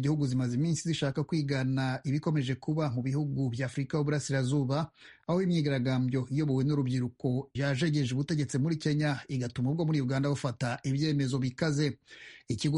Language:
Kinyarwanda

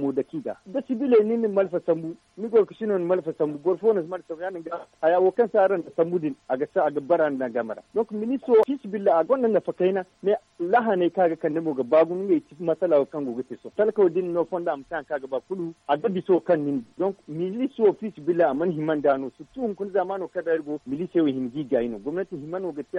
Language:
Zarma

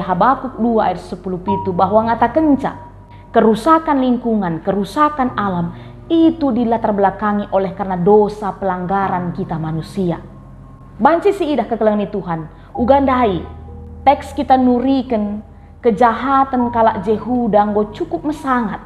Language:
Batak Karo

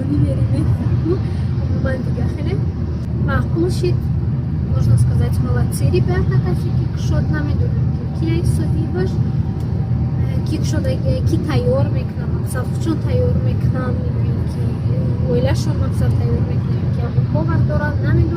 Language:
Tajik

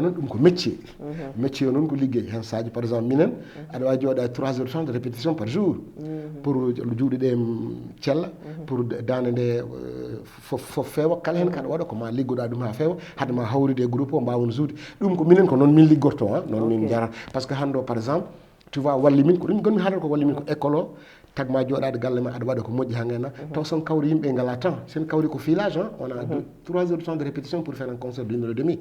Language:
Fula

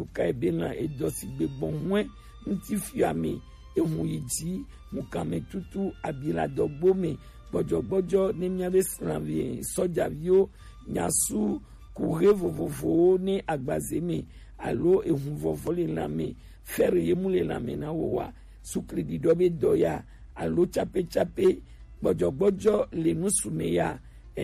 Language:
Gen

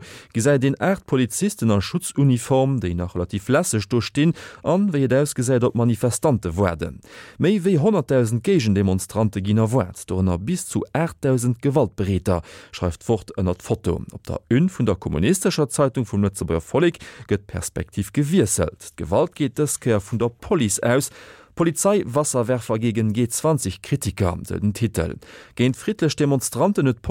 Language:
Luxembourgish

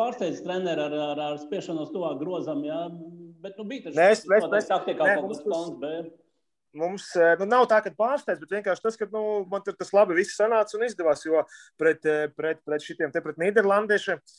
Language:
Latvian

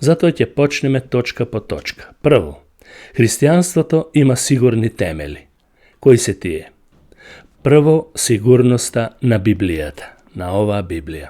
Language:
Macedonian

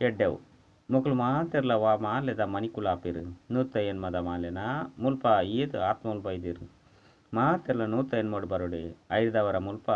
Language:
Tulu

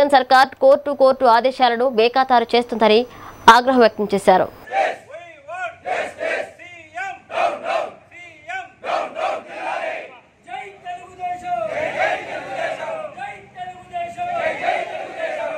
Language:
Telugu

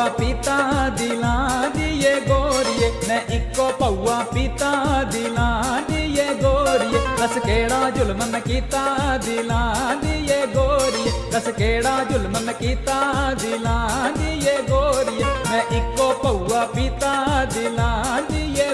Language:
Dogri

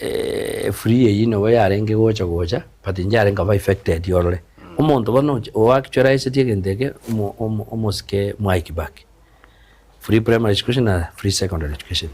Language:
Gusii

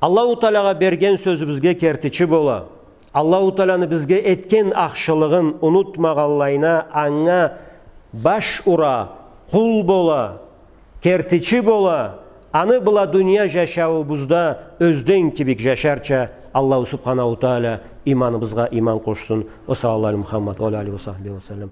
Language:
Karachay-Balkar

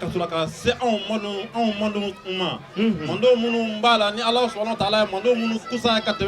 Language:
Bambara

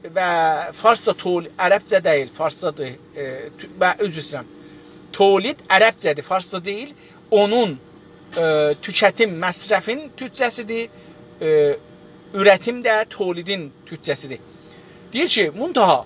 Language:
South Azerbaijani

